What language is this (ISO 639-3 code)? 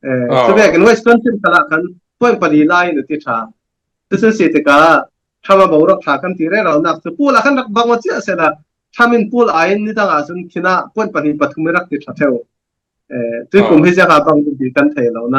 cfm